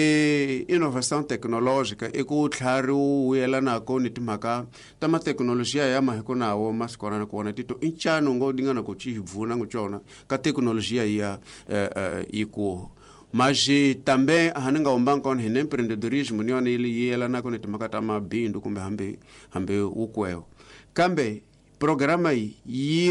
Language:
Tsonga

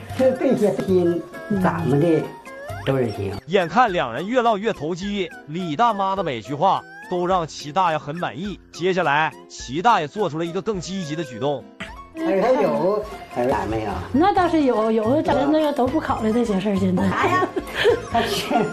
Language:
Chinese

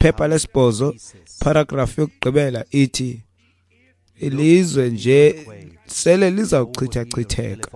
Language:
Xhosa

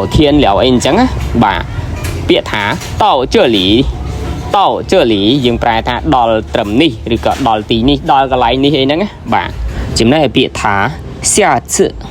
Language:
Khmer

